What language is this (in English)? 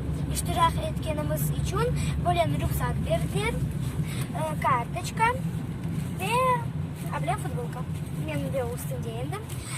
Crimean Tatar